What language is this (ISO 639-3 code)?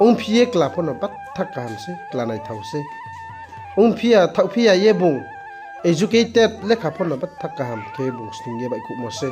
ria